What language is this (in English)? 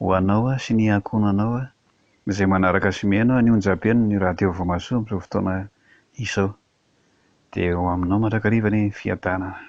Malagasy